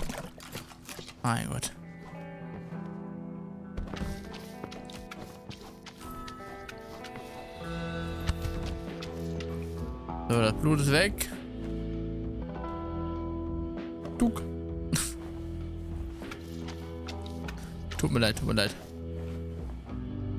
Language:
German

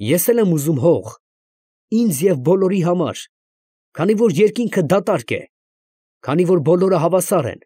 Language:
Armenian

